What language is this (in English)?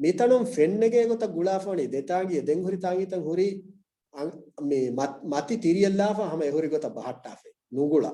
Divehi